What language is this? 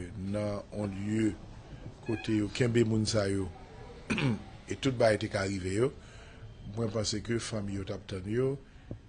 Haitian Creole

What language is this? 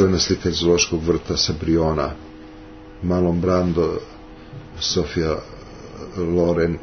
Serbian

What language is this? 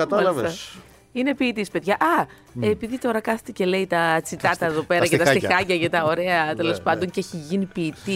Greek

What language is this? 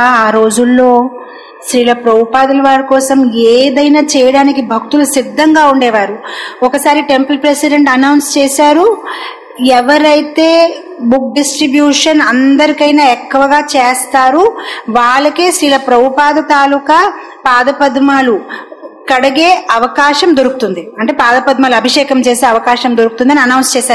Telugu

